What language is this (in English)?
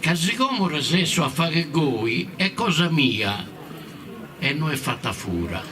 Sardinian